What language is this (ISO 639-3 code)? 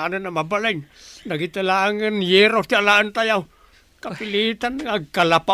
ilo